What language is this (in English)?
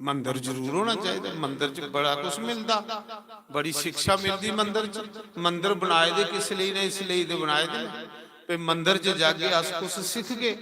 Dogri